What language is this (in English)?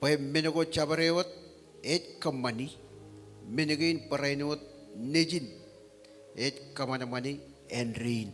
Marshallese